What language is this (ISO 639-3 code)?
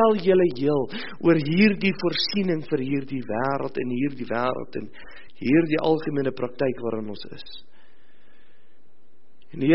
afr